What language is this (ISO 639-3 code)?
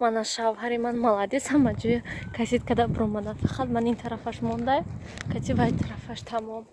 tgk